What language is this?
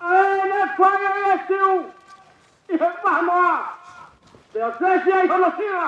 Tongan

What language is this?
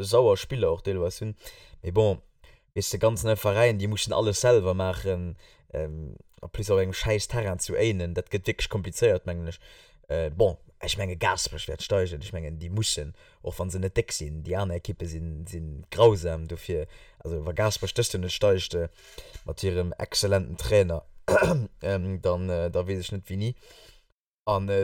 Luxembourgish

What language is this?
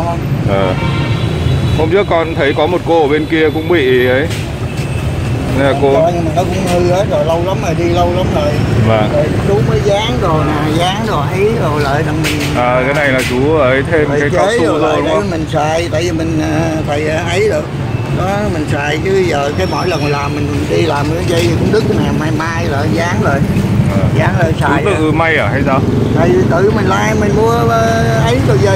Vietnamese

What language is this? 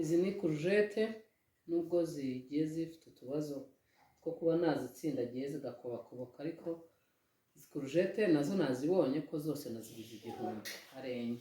Kinyarwanda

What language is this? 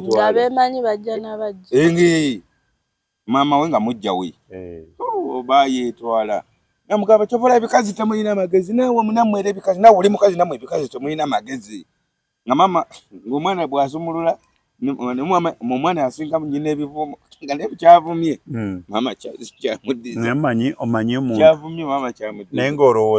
Ganda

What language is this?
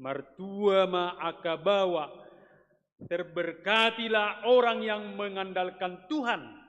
Batak Toba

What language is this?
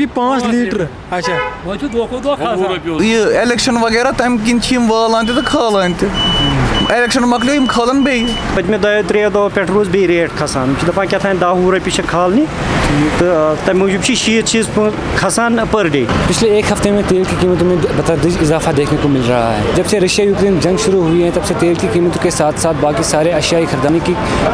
Kashmiri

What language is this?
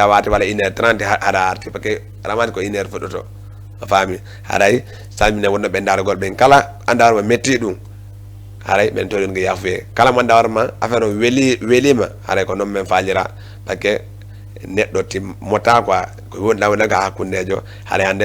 Fula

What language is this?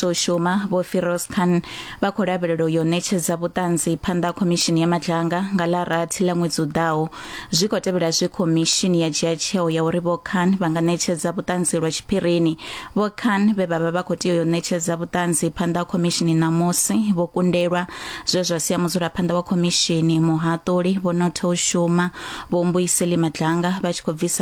Venda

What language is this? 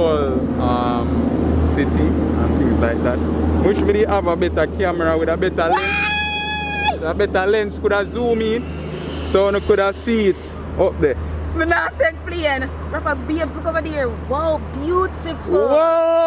Jamaican Creole English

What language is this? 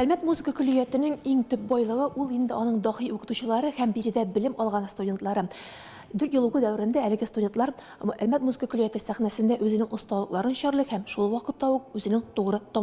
Tatar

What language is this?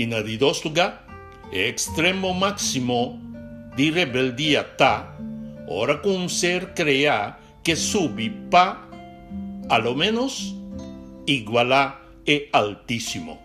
Papiamento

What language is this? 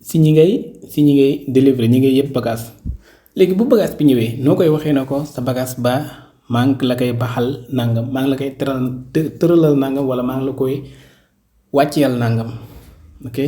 Wolof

